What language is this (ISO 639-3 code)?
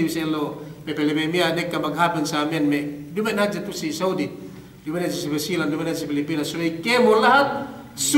yka